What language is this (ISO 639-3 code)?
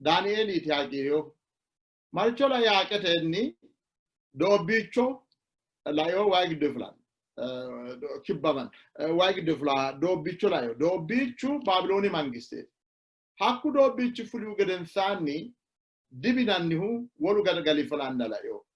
sid